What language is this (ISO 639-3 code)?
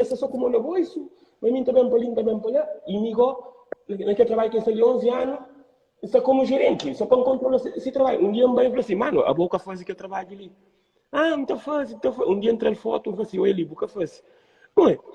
kea